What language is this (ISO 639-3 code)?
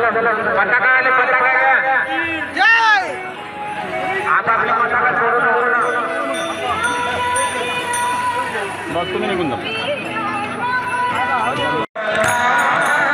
mar